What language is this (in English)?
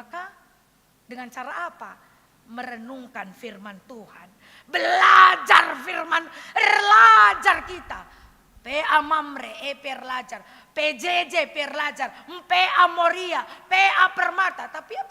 Batak Karo